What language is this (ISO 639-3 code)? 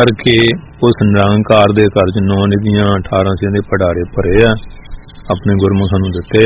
pan